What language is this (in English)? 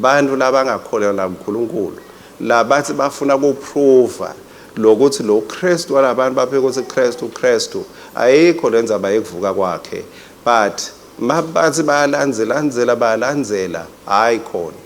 Swati